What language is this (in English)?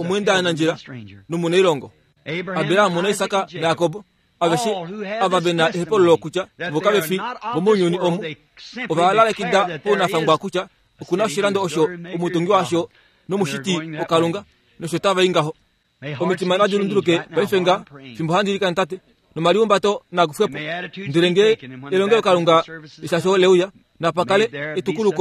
Kuanyama